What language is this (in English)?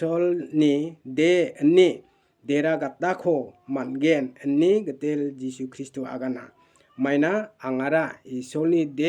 Garo